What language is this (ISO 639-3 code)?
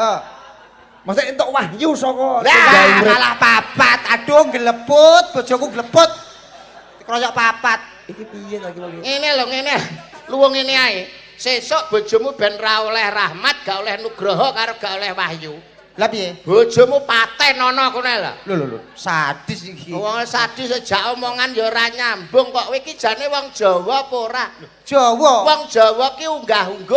jav